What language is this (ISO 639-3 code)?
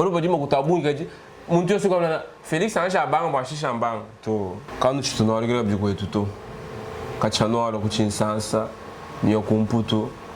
lua